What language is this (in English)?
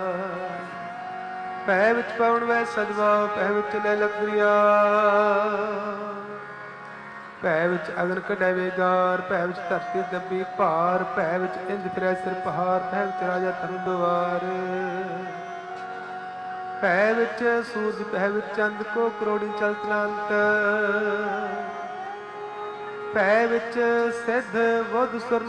Punjabi